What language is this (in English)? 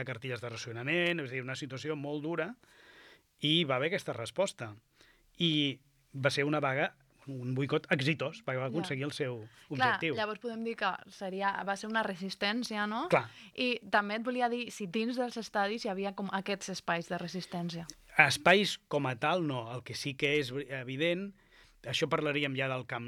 Catalan